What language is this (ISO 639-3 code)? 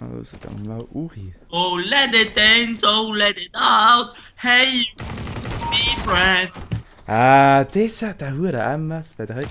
gsw